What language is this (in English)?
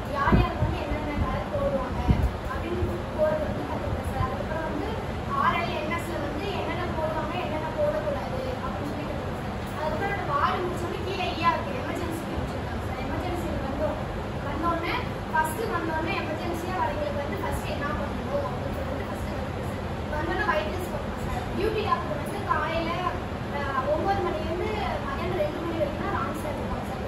Tamil